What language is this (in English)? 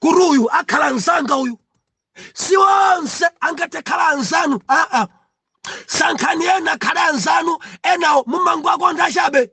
Nyanja